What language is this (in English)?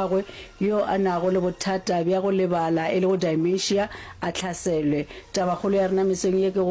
Northern Sotho